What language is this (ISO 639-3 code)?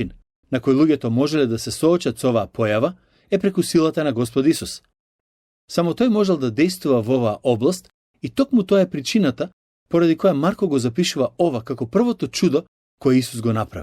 mkd